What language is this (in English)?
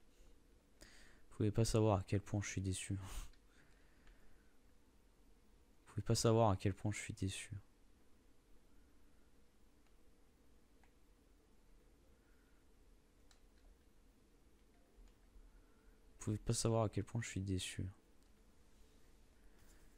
French